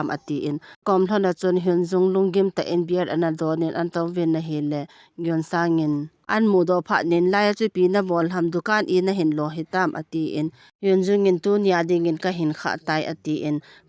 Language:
Thado Chin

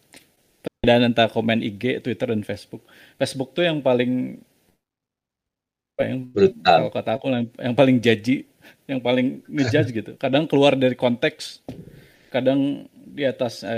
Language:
Indonesian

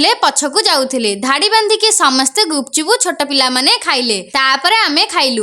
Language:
Odia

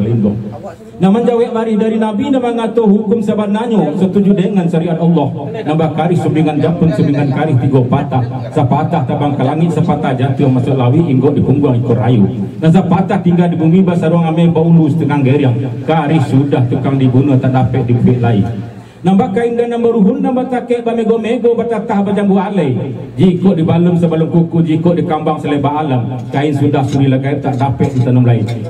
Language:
Minangkabau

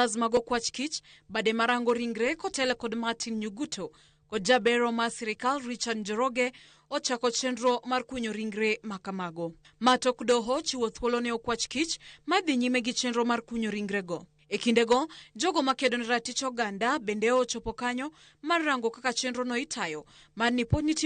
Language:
Luo (Kenya and Tanzania)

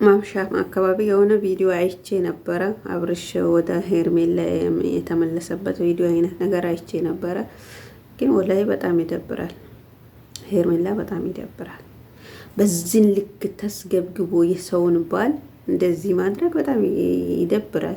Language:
Amharic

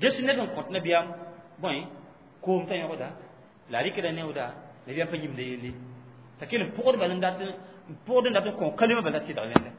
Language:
Mossi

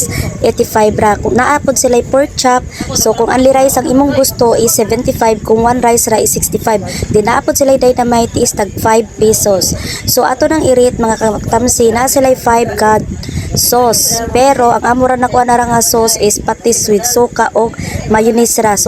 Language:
Cebuano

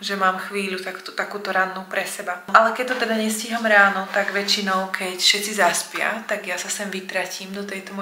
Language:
Slovak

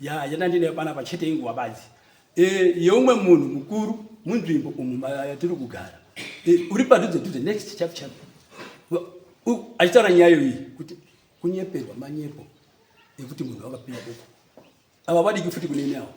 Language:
Shona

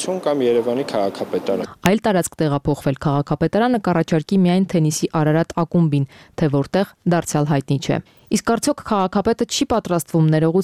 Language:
Armenian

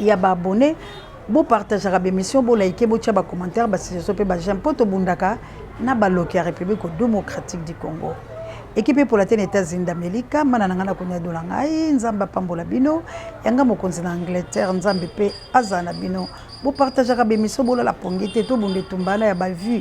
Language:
Lingala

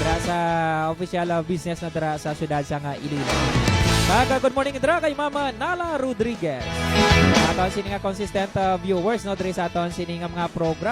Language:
Hiligaynon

